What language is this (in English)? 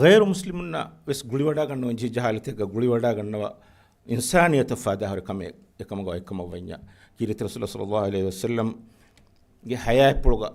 Divehi